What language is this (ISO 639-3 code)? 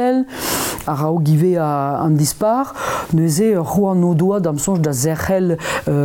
bre